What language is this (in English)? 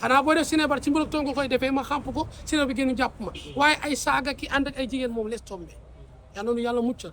Wolof